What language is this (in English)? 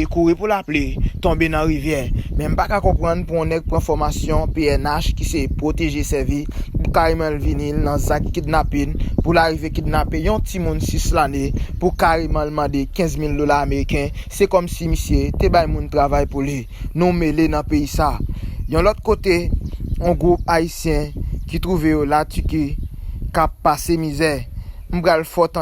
Haitian Creole